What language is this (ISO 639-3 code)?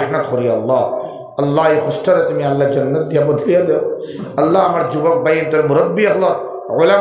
syl